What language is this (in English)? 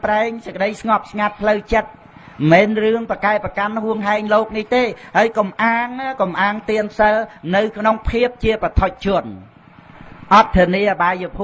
Khmer